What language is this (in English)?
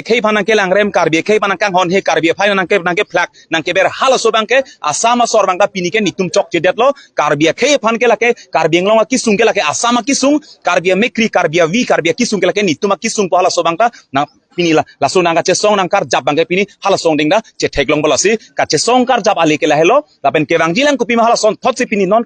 Karbi